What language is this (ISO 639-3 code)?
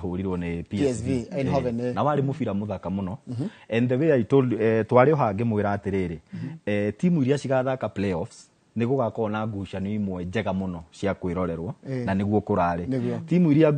kik